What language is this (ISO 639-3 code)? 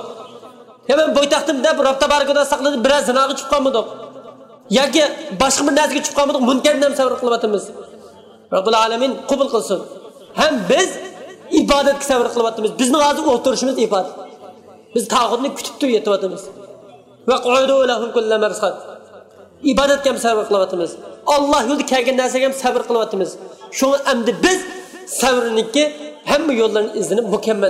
uig